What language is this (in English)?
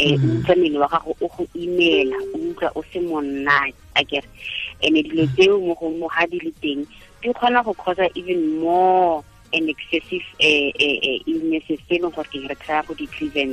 Tswana